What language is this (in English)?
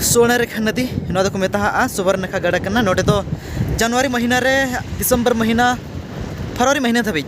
Santali